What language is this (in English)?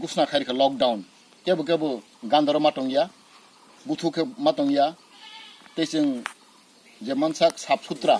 Kok Borok